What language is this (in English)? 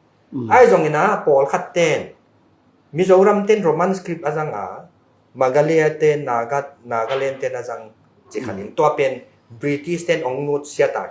Tedim Chin